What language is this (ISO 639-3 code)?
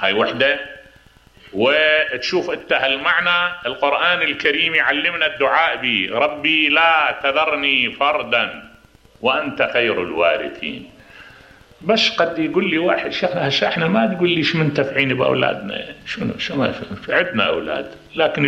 acm